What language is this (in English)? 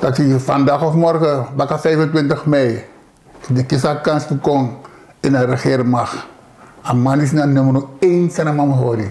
Sranan Tongo